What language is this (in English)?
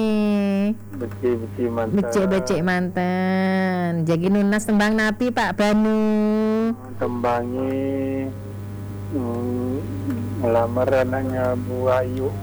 Balinese